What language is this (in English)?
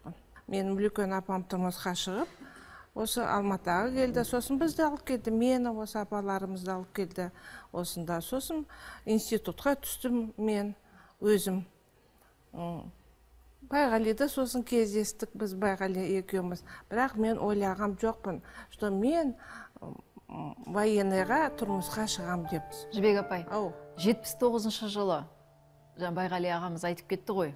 Kazakh